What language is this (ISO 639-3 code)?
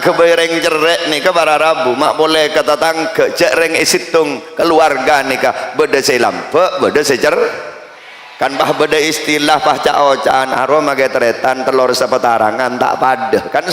mad